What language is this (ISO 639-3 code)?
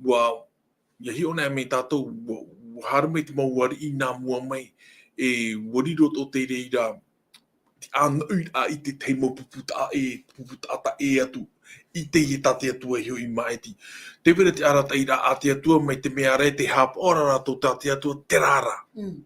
tah